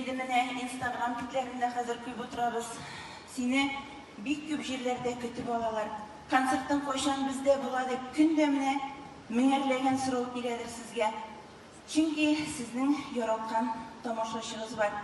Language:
Tatar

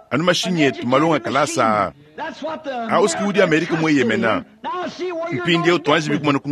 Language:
Luba-Lulua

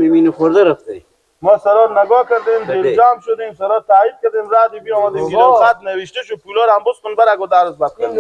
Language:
Persian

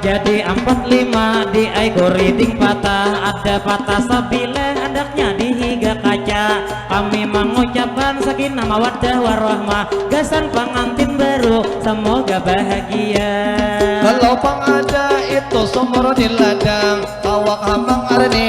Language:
Banjar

